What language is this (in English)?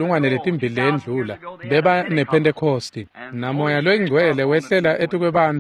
Swati